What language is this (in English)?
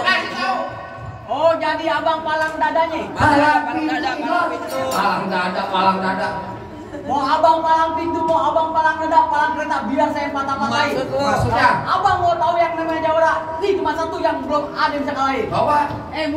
Betawi